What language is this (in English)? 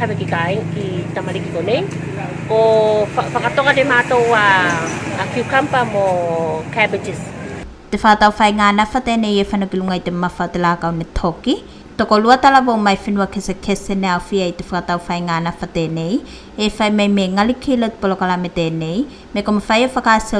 Tuvalu